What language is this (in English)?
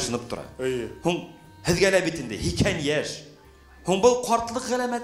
Bashkir